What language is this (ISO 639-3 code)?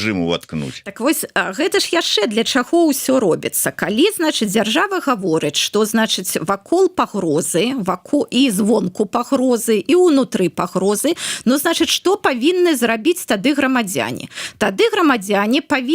bel